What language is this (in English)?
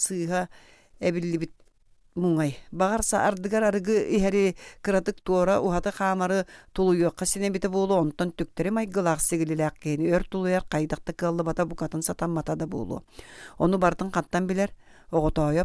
Yakut